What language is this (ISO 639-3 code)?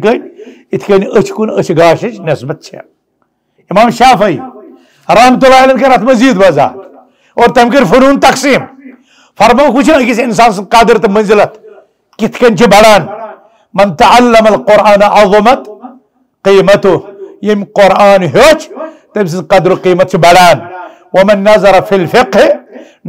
kas